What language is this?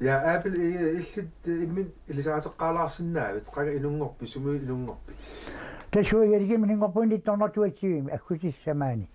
Kalaallisut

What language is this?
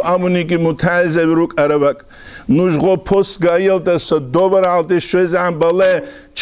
Avaric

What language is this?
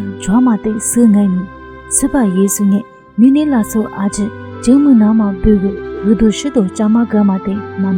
Lisu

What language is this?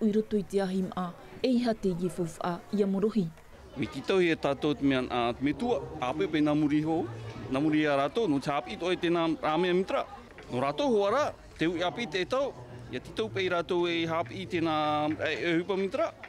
Tahitian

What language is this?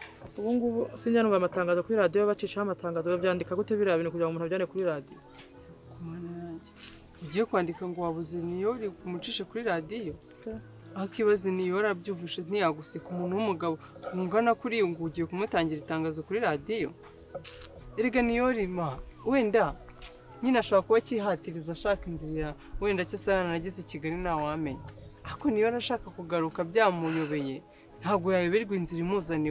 Kinyarwanda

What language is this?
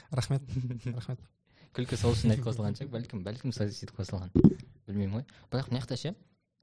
Kazakh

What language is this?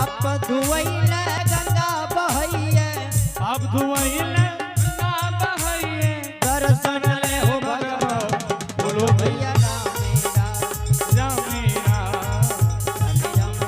Angika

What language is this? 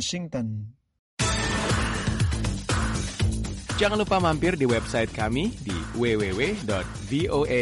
Indonesian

